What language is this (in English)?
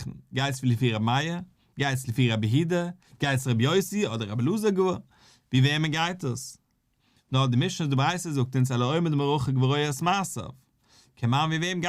Yiddish